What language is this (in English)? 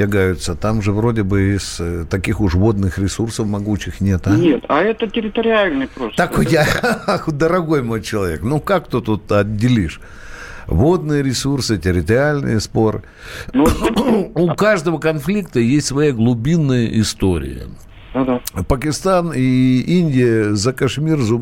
Russian